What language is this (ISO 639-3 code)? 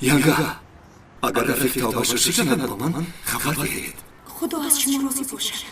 tgk